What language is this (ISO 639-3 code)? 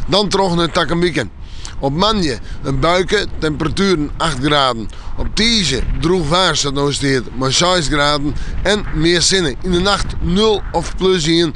fry